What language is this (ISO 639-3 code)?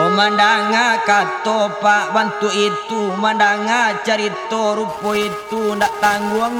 min